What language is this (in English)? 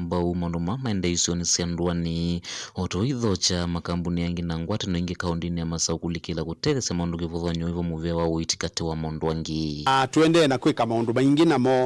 Kamba